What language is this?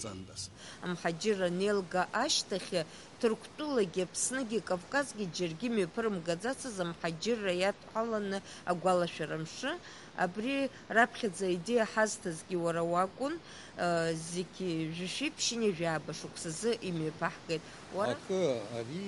Abkhazian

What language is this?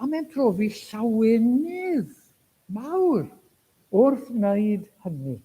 Welsh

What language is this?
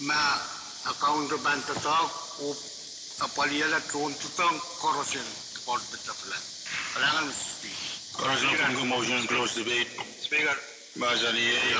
Pohnpeian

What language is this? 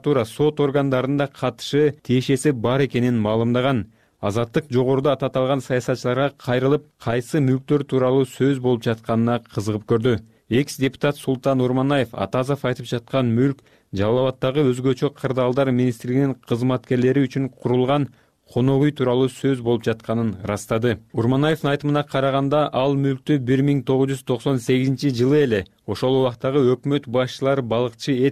Kyrgyz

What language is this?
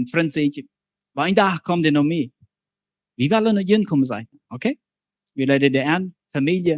Plautdietsch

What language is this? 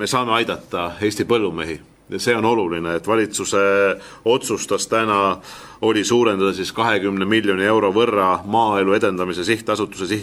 Estonian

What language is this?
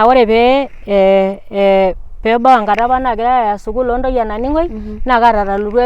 Masai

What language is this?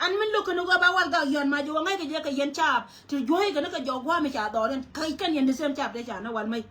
Nuer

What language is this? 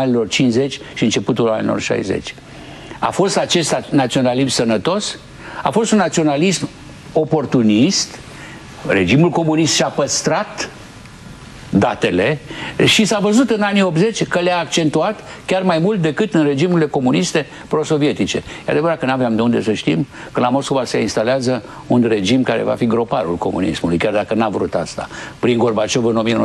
Romanian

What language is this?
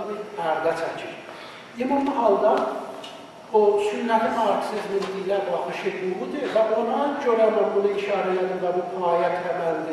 South Azerbaijani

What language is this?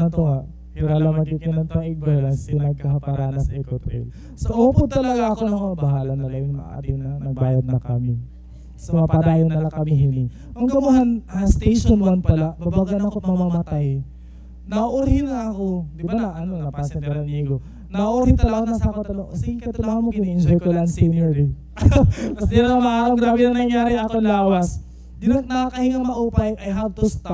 Waray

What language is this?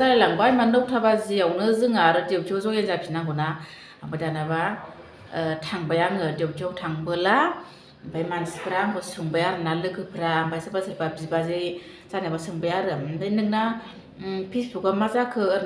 Bodo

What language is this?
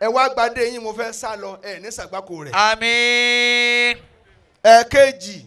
Yoruba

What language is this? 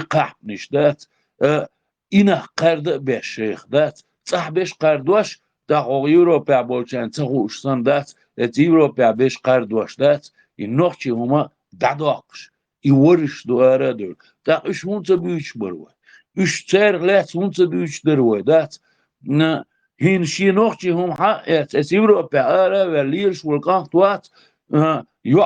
Chechen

